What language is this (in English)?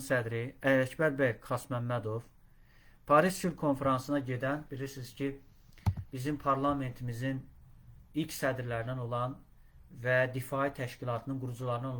Azerbaijani